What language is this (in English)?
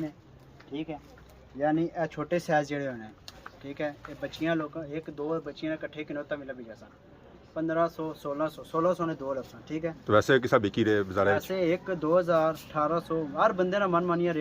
Pahari-Potwari